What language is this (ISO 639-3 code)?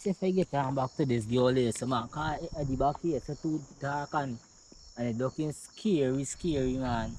jam